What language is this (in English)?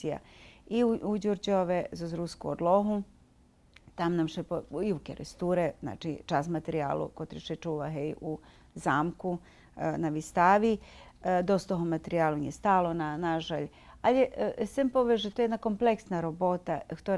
Rusyn